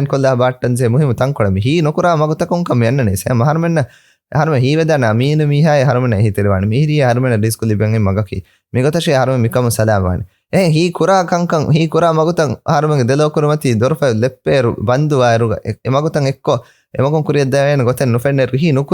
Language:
Divehi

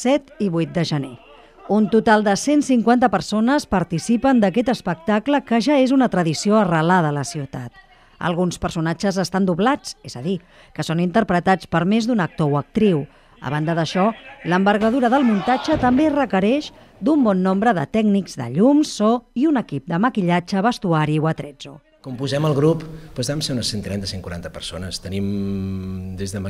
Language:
Catalan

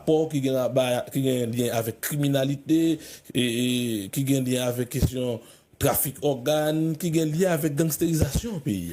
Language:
Haitian Creole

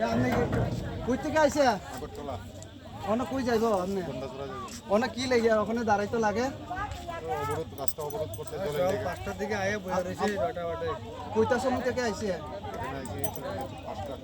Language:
Riang (India)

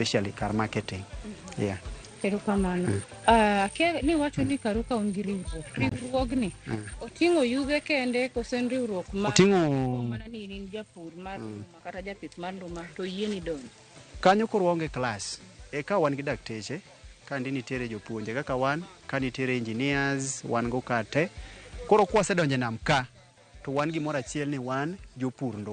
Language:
Luo (Kenya and Tanzania)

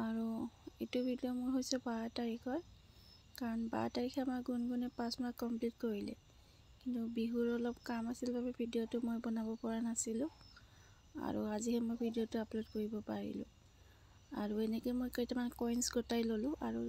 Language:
Assamese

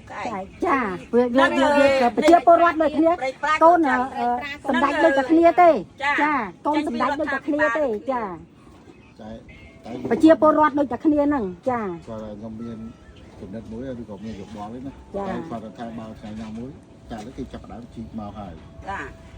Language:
Khmer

